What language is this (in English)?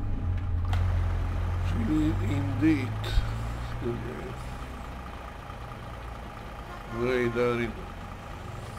Swedish